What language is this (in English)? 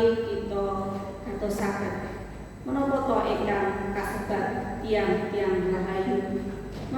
Javanese